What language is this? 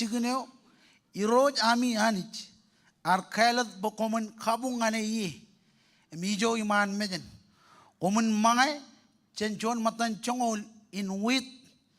Marshallese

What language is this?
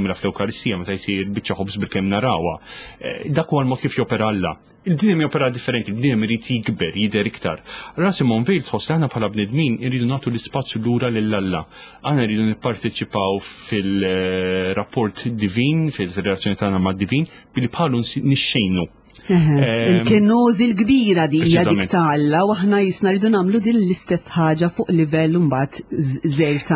Maltese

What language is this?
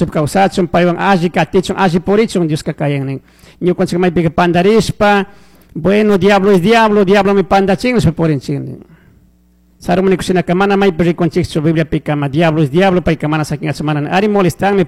Chimborazo Highland Quichua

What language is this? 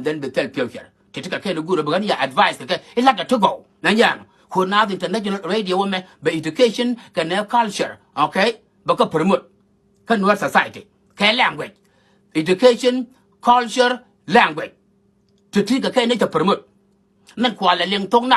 Nuer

